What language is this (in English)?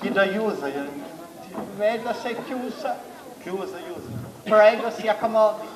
Sicilian